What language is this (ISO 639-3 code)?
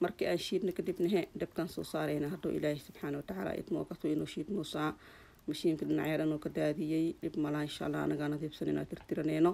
som